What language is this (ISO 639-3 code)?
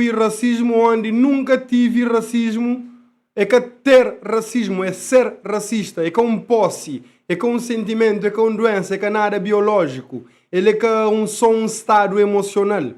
kea